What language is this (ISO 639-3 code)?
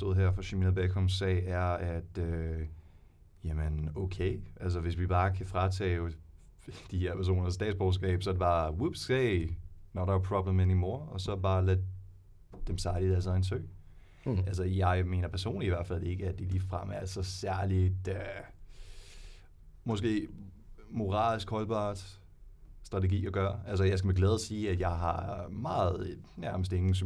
dan